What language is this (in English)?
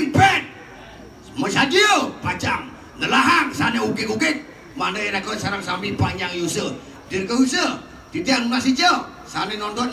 Balinese